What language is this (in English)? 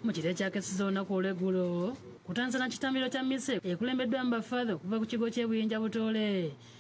Ganda